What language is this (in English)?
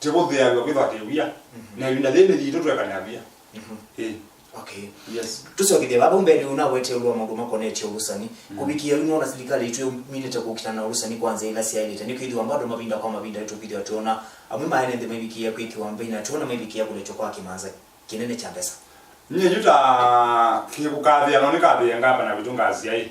Kamba